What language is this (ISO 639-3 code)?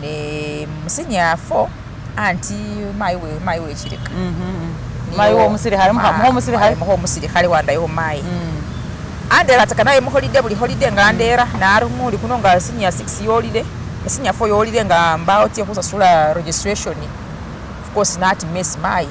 myx